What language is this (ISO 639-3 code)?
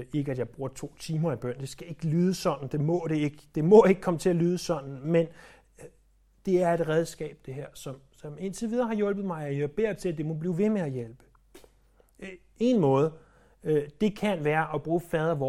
dan